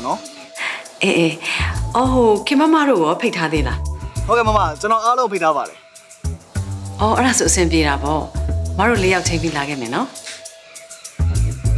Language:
Burmese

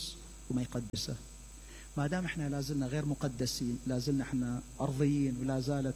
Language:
Mesopotamian Arabic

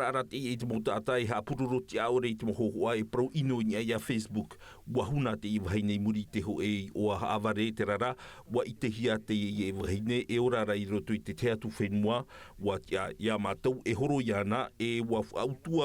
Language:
Tahitian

